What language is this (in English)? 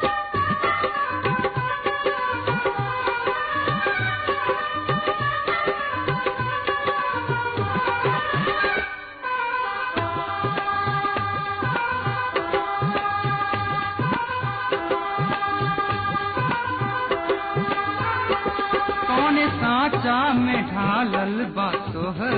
Bhojpuri